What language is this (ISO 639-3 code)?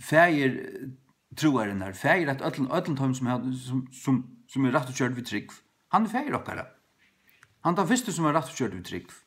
fao